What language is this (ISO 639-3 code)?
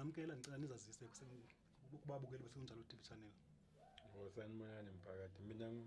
zul